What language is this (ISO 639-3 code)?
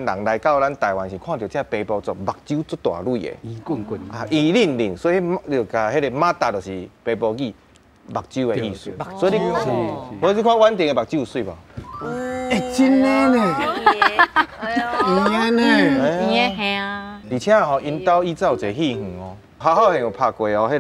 nan